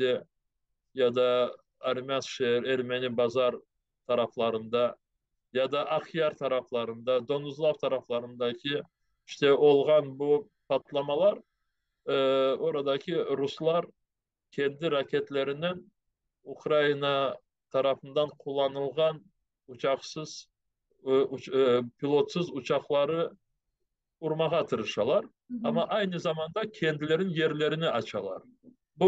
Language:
Crimean Tatar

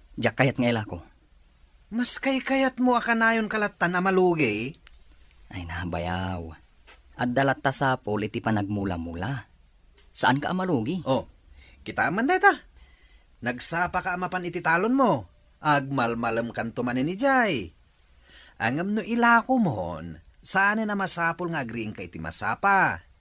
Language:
Iloko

